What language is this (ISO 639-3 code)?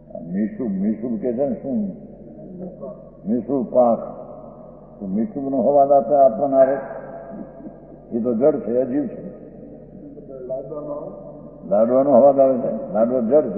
guj